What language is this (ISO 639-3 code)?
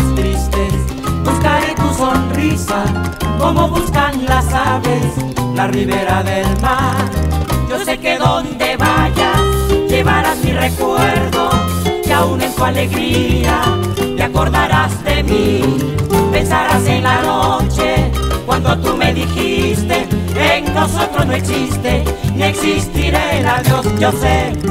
spa